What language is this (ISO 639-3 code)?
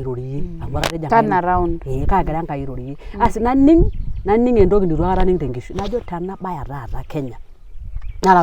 mas